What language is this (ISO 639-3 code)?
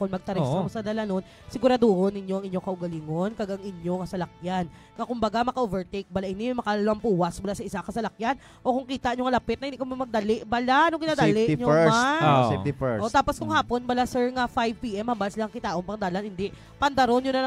hil